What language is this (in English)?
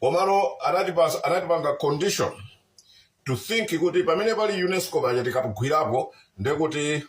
Nyanja